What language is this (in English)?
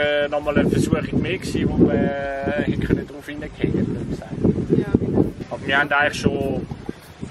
Swiss German